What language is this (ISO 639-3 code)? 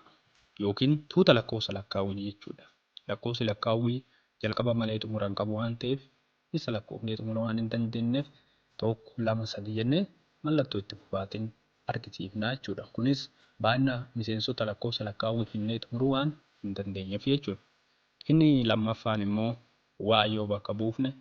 orm